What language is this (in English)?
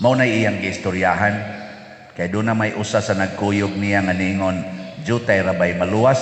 Cebuano